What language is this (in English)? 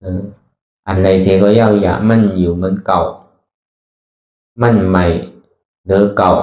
Shan